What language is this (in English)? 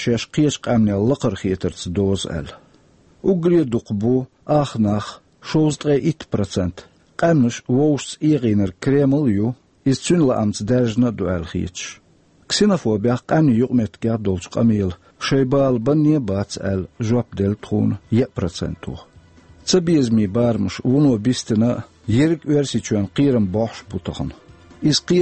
Chechen